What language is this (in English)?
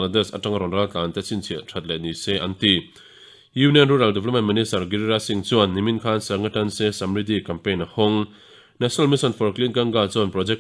Mizo